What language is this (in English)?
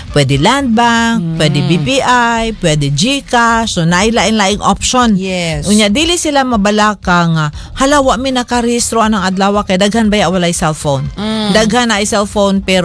Cebuano